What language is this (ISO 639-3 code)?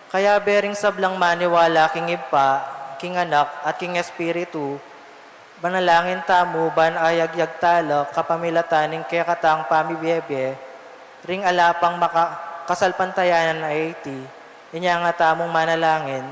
pam